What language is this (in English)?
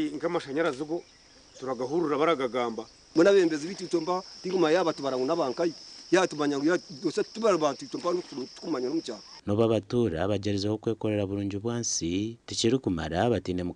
Nyankole